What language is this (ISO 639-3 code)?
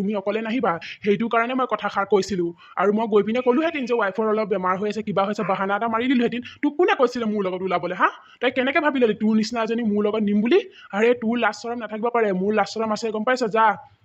asm